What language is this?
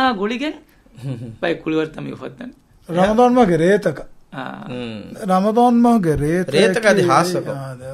Divehi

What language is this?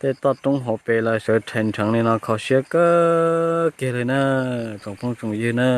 Hmong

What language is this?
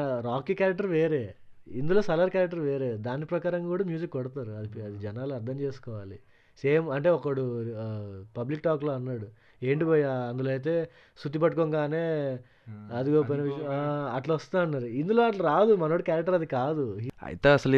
Telugu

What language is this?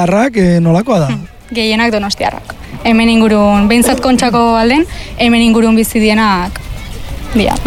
Basque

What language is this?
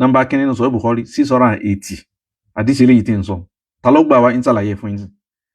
Yoruba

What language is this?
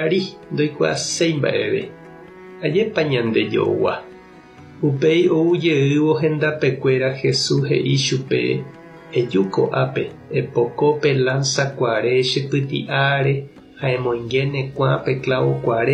Guarani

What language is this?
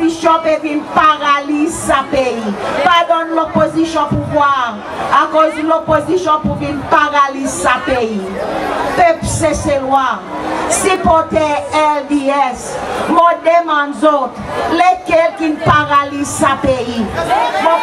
Seselwa Creole French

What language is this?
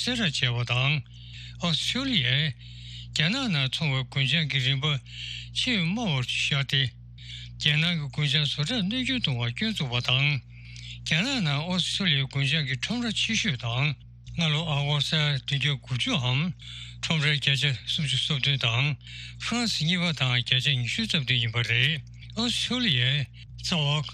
Tibetan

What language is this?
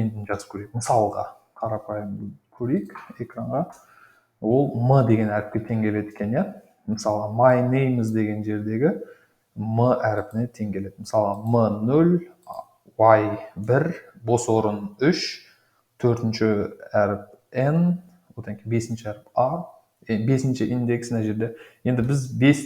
Kazakh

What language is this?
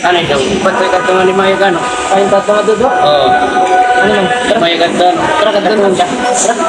Waray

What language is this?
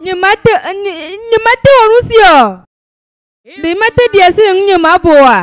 Ewe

